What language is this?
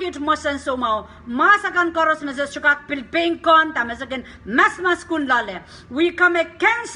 Pohnpeian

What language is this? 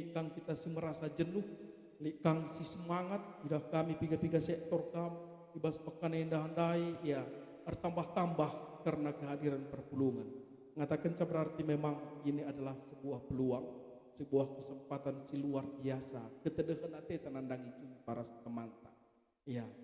Batak Karo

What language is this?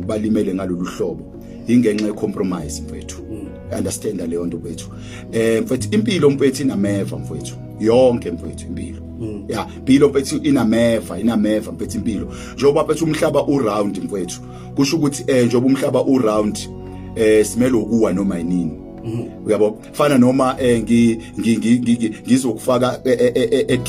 Zulu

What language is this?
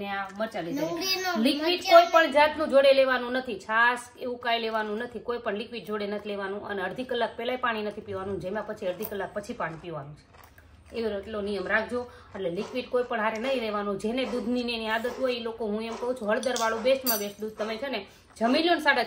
Gujarati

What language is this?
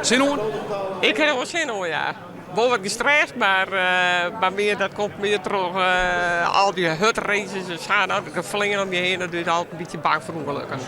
Western Frisian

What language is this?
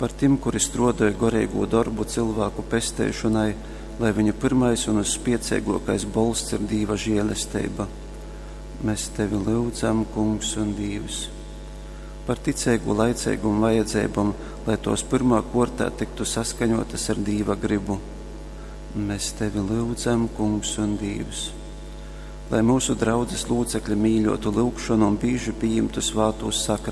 Latgalian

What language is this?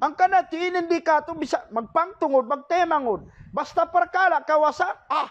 Tausug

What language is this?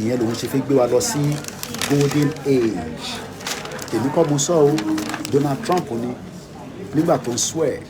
Yoruba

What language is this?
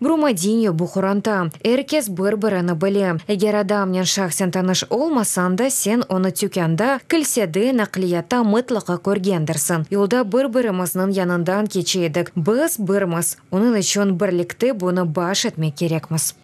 Crimean Tatar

